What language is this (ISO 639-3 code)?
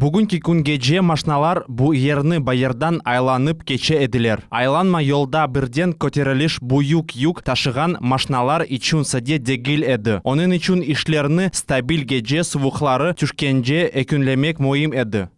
crh